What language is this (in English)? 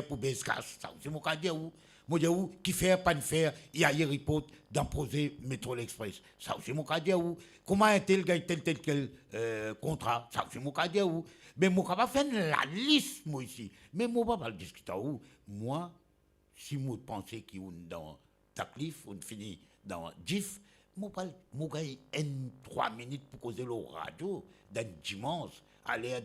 Morisyen